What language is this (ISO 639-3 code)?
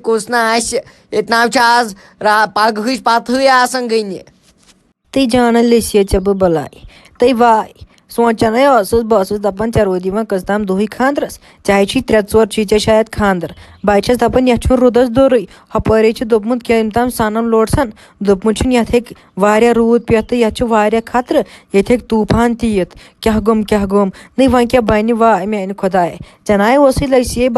kas